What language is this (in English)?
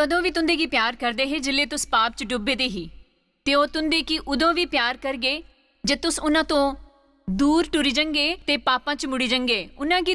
Dogri